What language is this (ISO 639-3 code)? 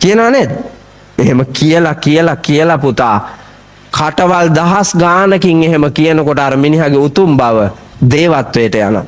sin